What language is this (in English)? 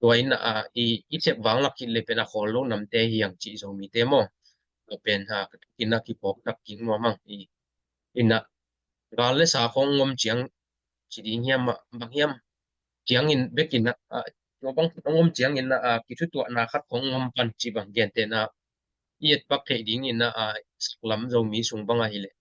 Tedim Chin